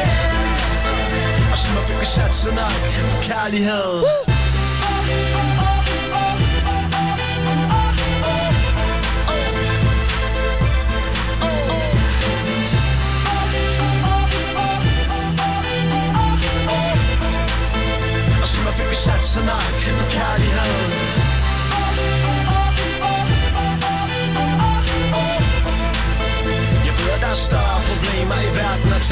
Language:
Danish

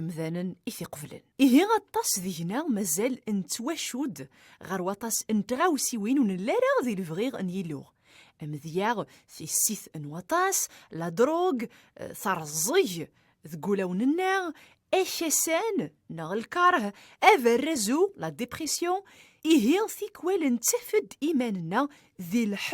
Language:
Kabyle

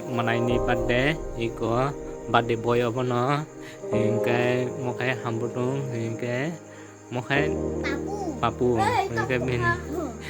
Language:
Kok Borok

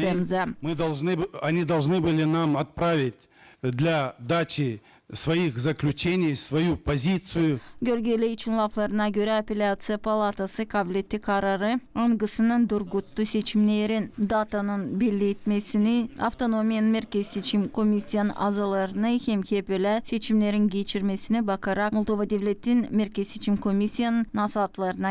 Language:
Gagauz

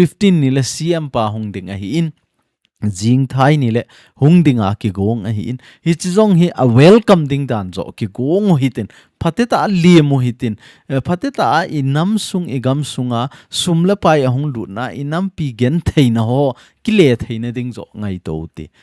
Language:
Thado Chin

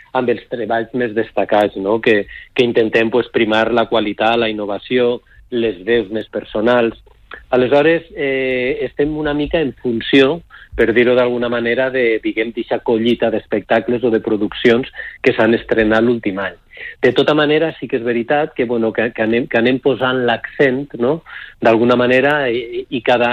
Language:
Catalan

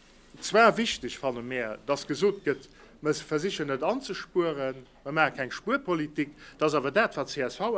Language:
Luxembourgish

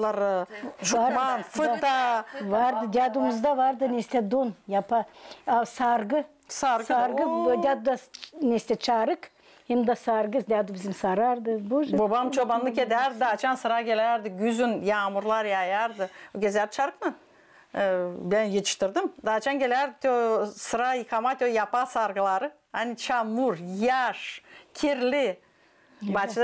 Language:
Gagauz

